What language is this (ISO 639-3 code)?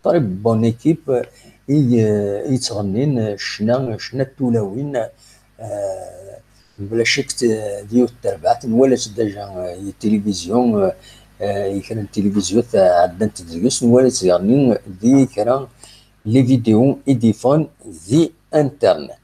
kab